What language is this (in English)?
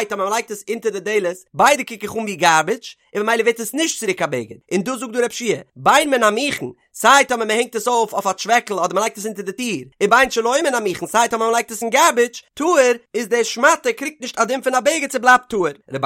Yiddish